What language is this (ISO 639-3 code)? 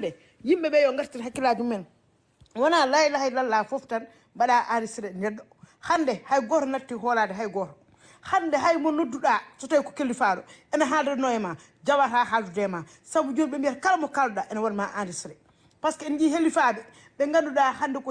ful